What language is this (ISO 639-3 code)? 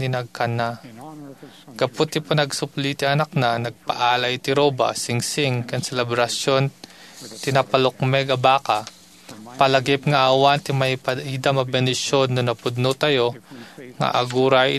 ilo